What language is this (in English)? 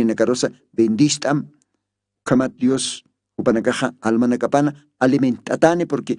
Aymara